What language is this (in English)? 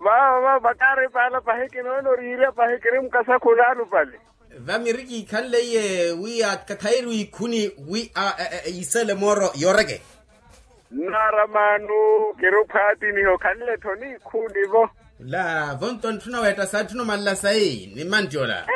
Makhuwa